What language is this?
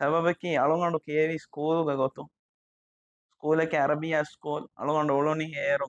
Divehi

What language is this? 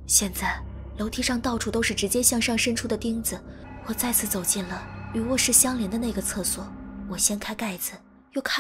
Chinese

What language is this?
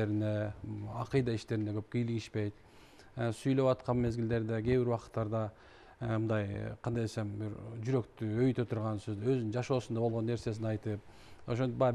Kyrgyz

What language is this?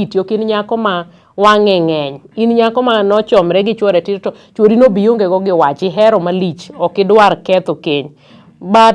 Luo (Kenya and Tanzania)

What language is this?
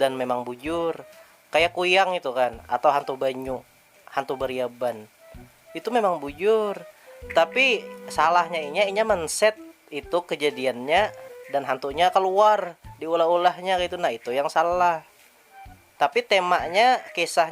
Banjar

